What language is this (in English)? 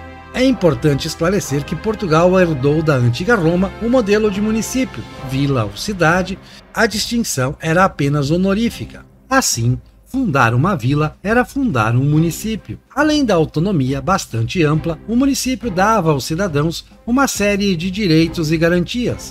Portuguese